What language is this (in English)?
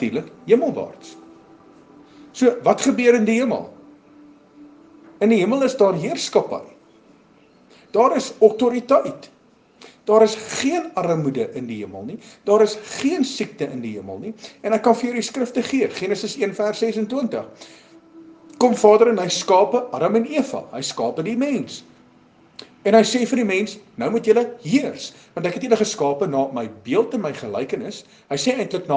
Afrikaans